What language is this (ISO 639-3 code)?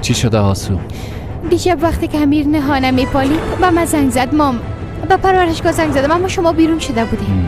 fas